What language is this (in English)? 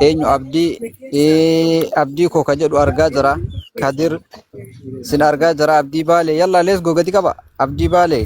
Oromo